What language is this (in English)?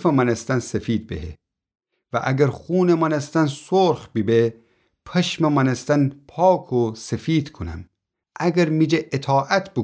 Gilaki